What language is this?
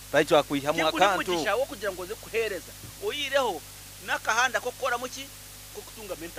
Nyoro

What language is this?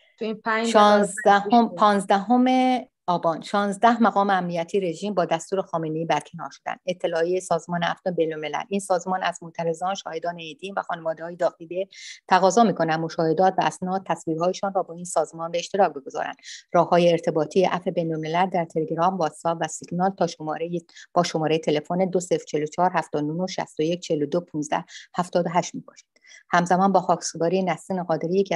Persian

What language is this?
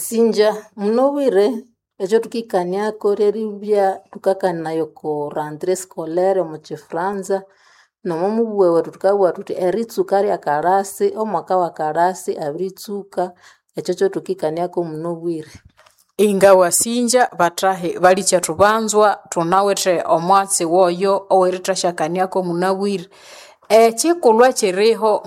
Nande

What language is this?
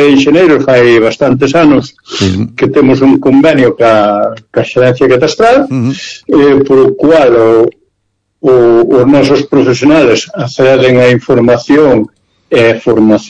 Galician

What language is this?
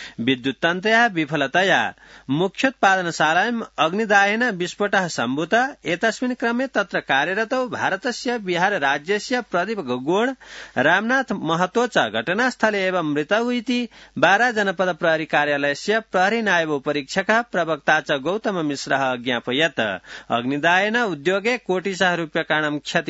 Sanskrit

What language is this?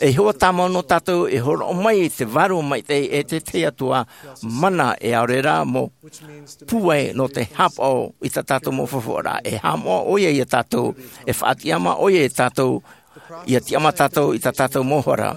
Tahitian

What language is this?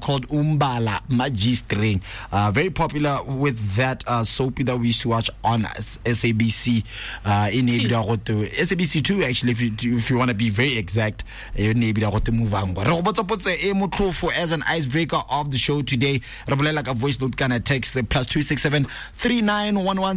Tswana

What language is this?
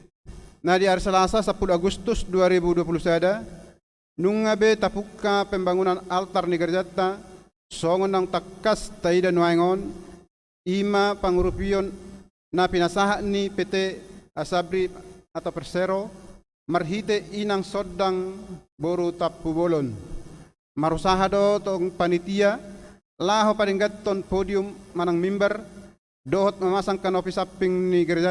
Batak Toba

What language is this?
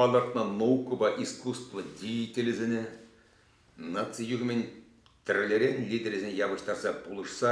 Chuvash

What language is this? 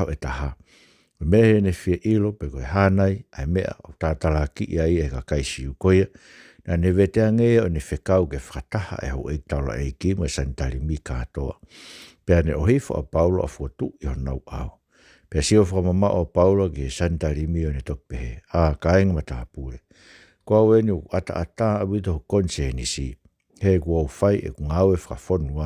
Tongan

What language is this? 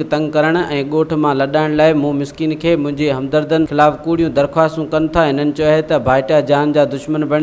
Sindhi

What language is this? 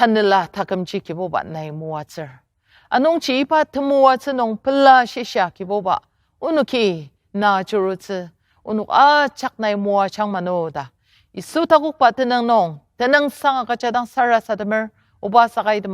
Ao Naga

